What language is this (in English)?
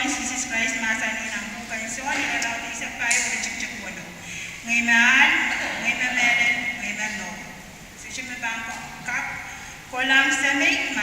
Pohnpeian